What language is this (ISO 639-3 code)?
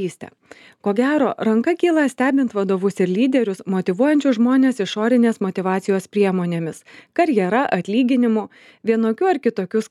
lit